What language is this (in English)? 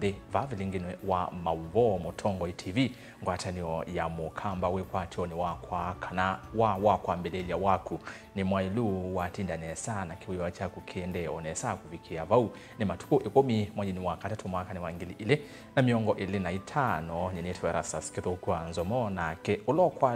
Kamba